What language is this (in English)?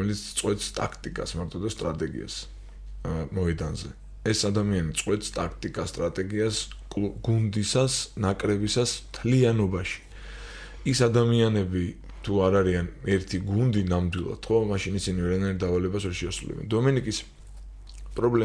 Georgian